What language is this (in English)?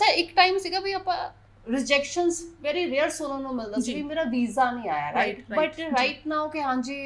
Punjabi